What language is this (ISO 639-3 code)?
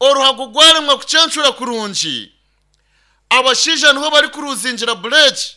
nyn